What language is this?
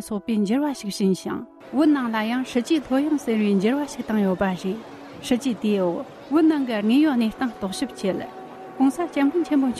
Tibetan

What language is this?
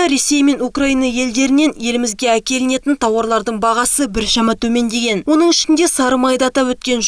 Kazakh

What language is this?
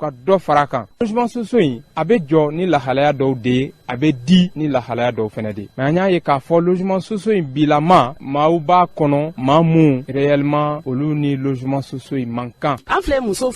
Bambara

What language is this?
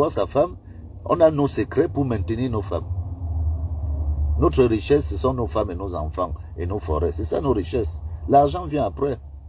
French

